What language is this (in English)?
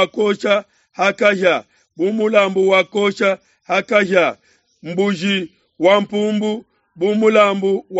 Luba-Lulua